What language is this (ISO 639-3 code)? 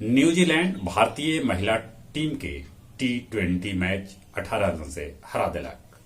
mag